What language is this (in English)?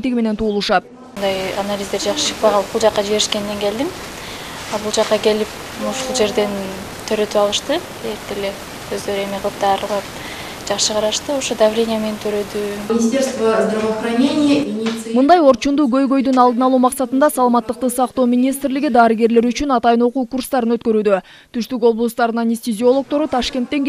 Kyrgyz